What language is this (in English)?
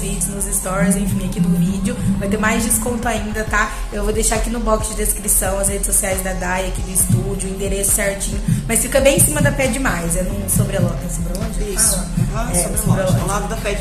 Portuguese